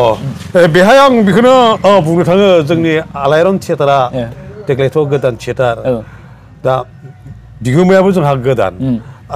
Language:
Bodo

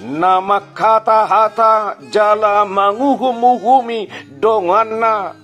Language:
Batak Toba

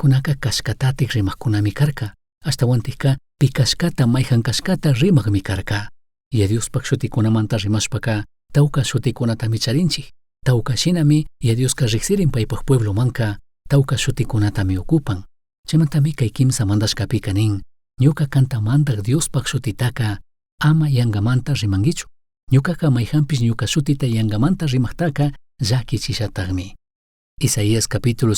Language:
Chimborazo Highland Quichua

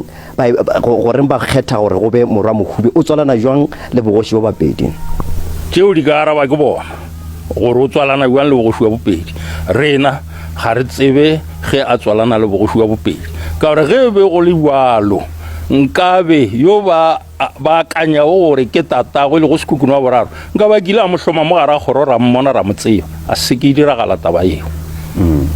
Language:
Northern Sotho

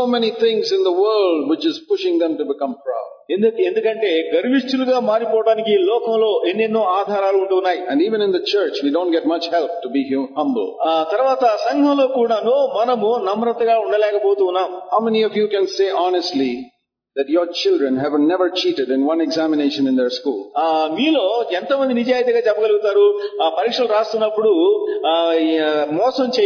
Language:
Telugu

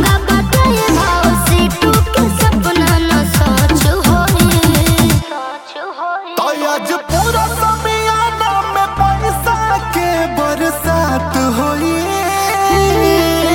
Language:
Bhojpuri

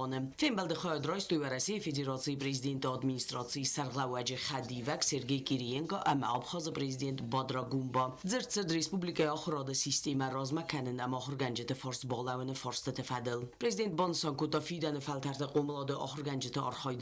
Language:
Ossetic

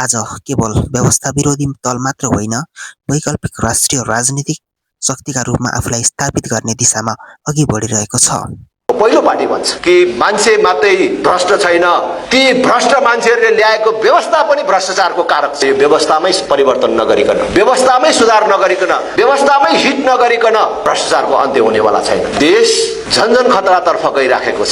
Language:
Nepali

